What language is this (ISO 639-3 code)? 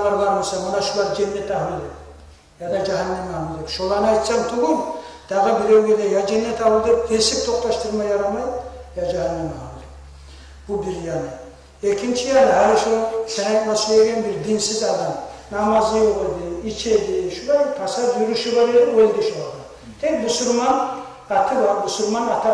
kum